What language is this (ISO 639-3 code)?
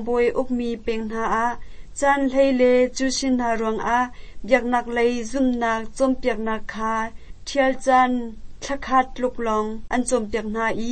cnh